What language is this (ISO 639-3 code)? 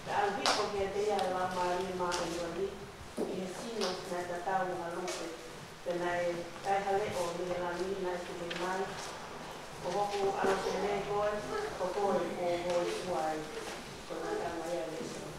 ton